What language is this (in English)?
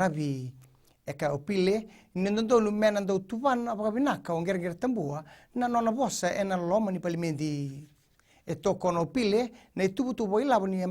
Fijian